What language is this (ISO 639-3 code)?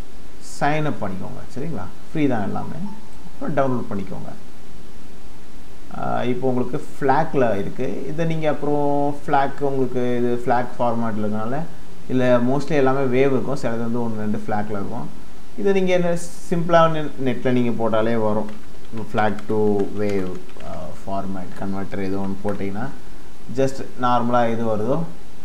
tam